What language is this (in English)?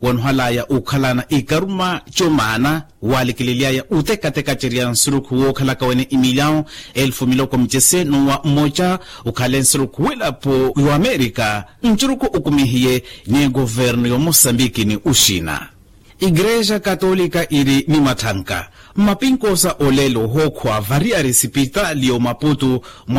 Makhuwa